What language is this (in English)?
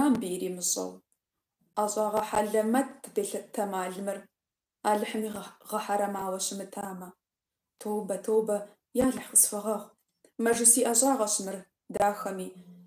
Kabardian